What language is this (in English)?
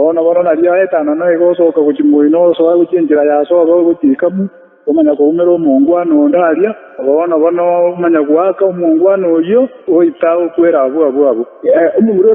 Gusii